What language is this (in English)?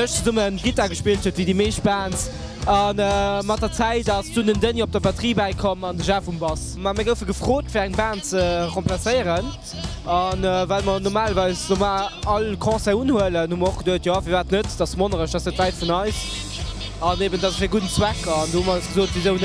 Luxembourgish